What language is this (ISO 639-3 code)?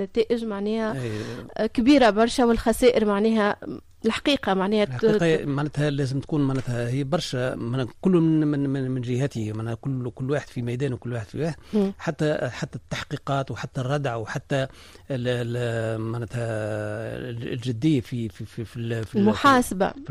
aeb